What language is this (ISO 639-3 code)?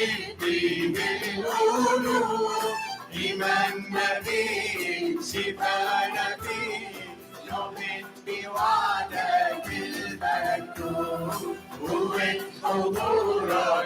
acm